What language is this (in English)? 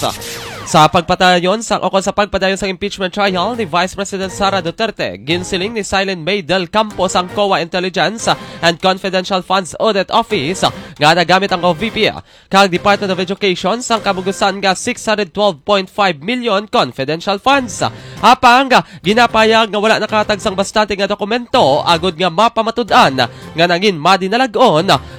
Hiligaynon